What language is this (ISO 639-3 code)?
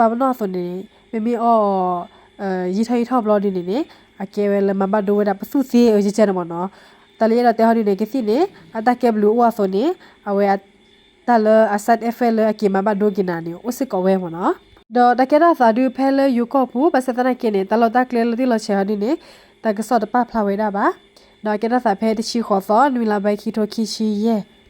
ksw